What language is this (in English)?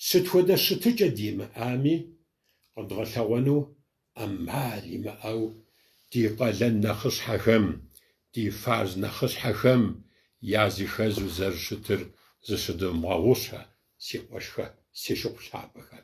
Kabardian